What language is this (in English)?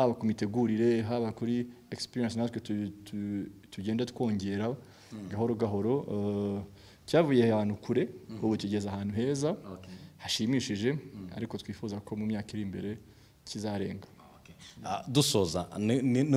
Kinyarwanda